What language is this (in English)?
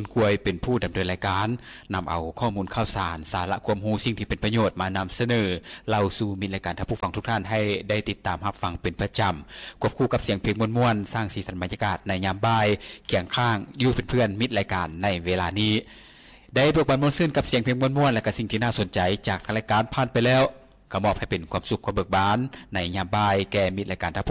Lao